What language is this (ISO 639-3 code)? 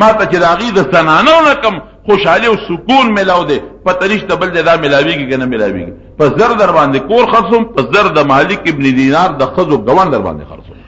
pus